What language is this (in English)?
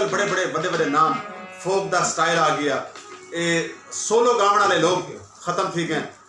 Saraiki